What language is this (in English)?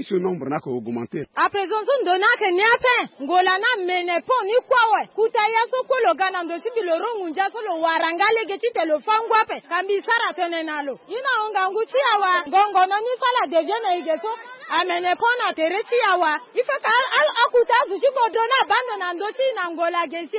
Sango